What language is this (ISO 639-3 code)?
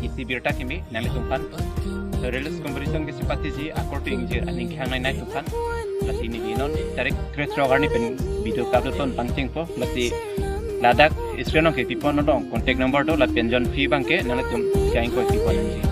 mjw